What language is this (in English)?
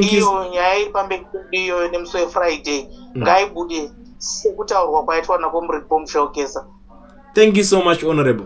Shona